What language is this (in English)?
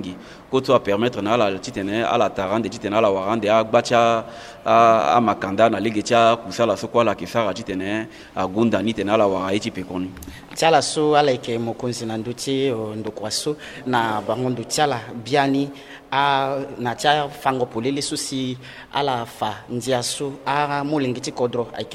Sango